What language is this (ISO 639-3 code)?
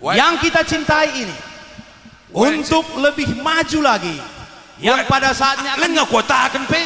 btx